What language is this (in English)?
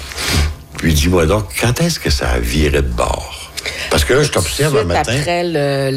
French